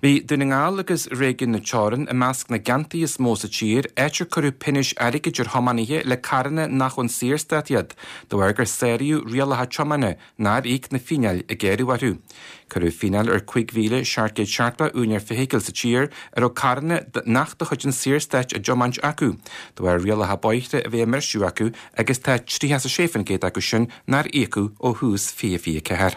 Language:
Irish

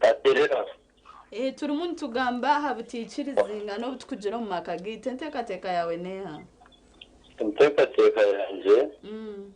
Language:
Nyankole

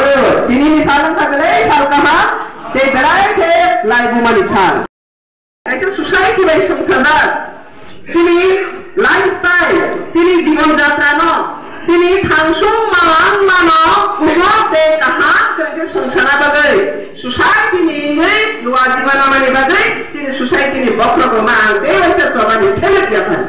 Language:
Riang (India)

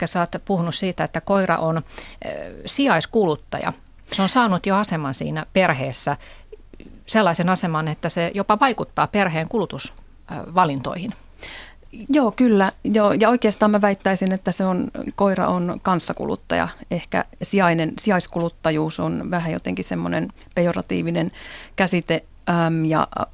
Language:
Finnish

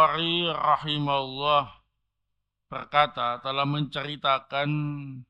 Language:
Indonesian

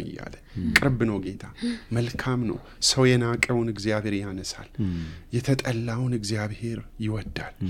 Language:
Amharic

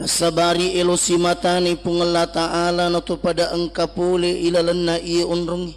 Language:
Buginese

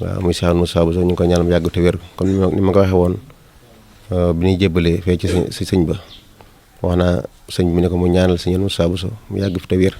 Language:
Wolof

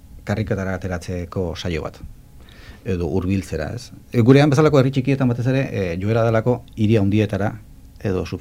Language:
Basque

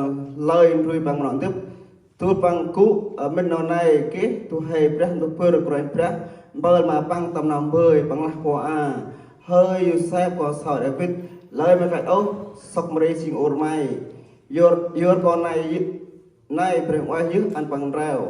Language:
Central Mnong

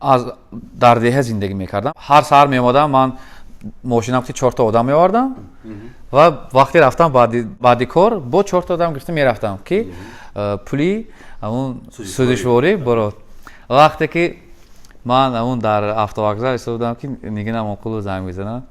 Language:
Tajik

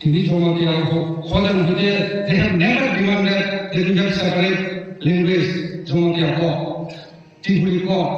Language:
Riang (India)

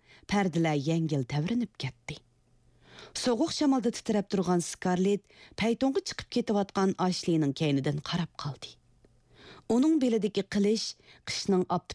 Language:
Uyghur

